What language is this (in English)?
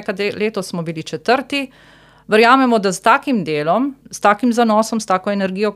Slovenian